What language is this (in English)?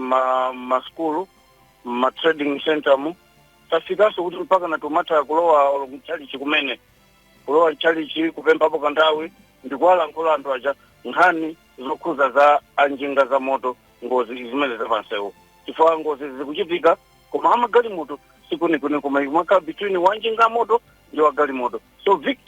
Nyanja